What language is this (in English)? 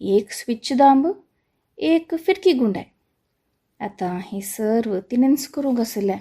Konkani